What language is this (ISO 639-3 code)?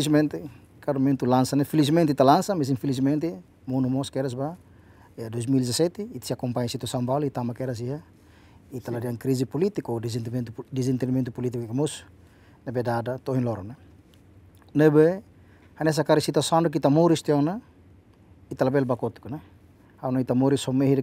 tet